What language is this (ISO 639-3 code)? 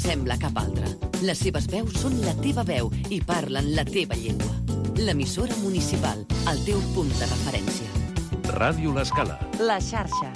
cat